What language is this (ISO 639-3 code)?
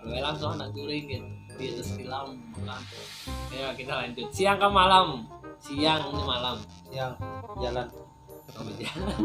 bjn